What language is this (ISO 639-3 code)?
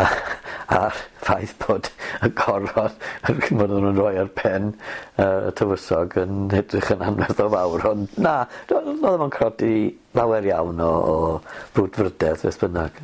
cym